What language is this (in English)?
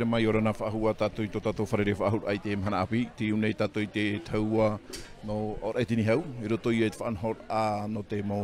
Tahitian